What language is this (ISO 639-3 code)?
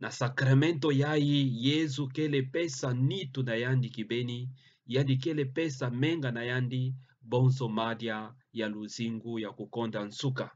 ktu